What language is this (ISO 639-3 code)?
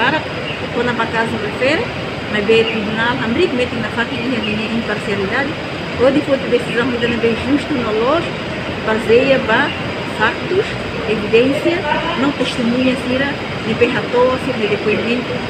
tet